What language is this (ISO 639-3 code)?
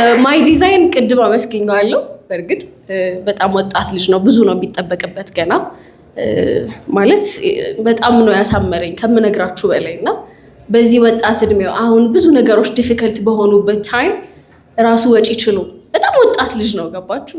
amh